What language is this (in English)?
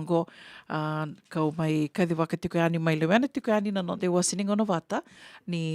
Fijian